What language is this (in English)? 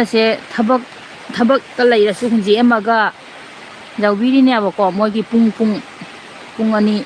Manipuri